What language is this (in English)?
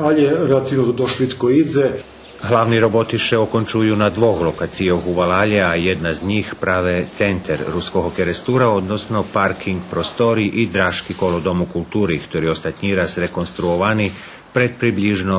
Rusyn